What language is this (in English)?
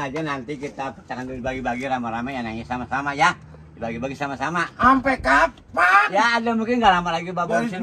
Betawi